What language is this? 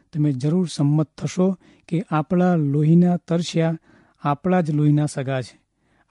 Gujarati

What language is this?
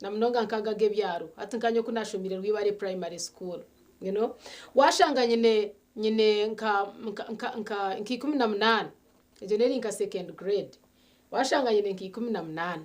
Nyankole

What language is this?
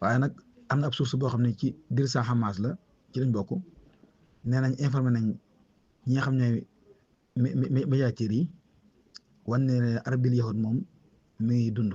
Wolof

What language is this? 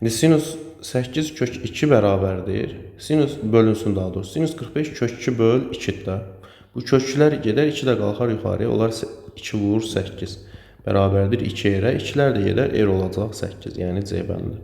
Azerbaijani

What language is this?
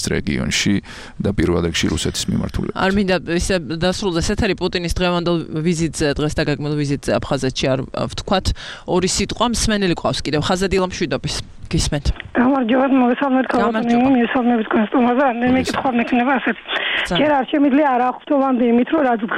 Georgian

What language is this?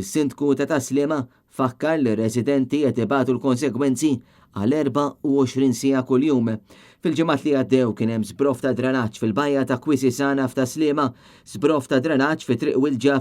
Maltese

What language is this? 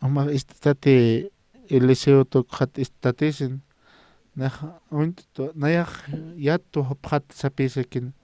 Aymara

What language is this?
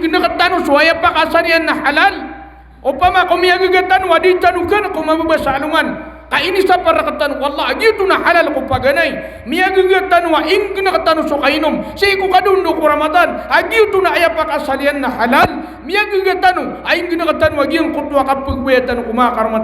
Maranao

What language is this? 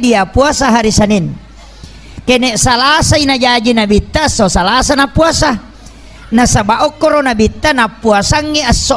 Buginese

